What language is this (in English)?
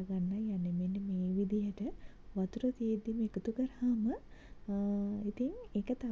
Sinhala